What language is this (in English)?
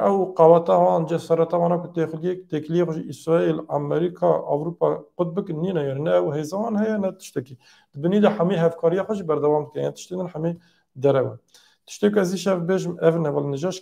Kurdish